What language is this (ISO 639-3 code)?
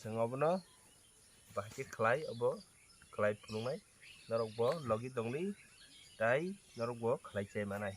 trp